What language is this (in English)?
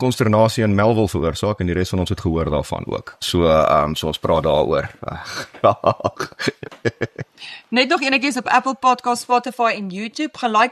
Afrikaans